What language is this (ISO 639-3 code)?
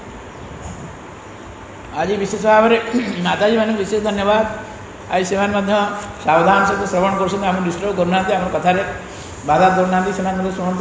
ori